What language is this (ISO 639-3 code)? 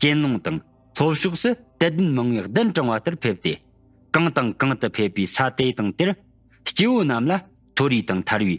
bod